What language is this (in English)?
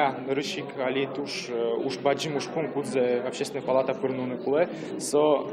Udmurt